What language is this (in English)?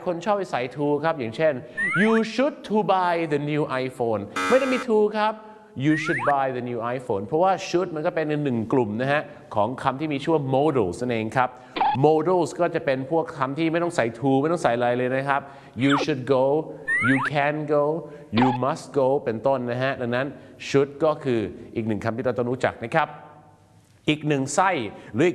Thai